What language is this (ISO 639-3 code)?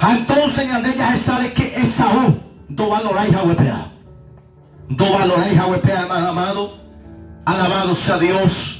grn